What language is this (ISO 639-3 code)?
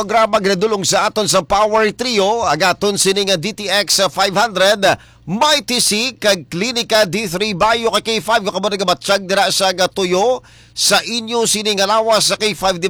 hil